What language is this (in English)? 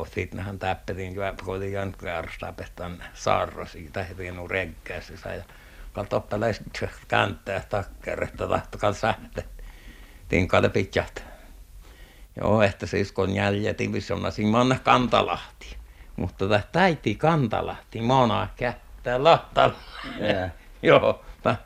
Finnish